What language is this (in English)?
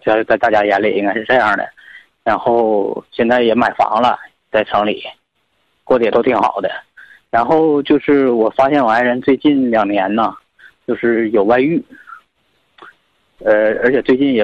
Chinese